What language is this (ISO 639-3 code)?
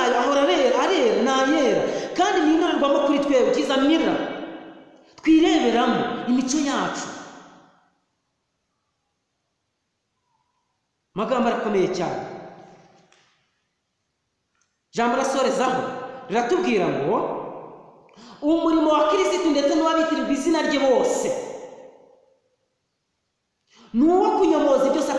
kin